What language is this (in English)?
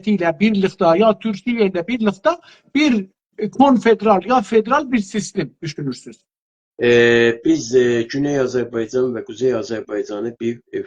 South Azerbaijani